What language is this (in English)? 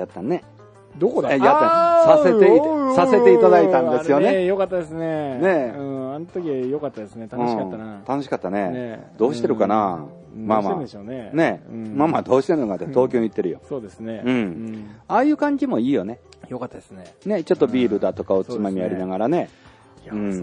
Japanese